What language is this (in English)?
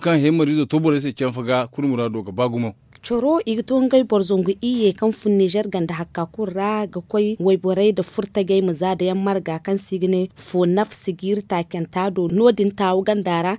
Zarma